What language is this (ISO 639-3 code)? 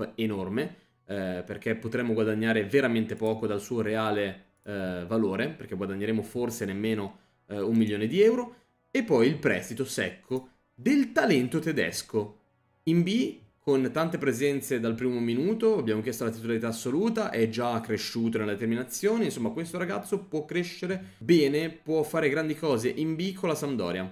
ita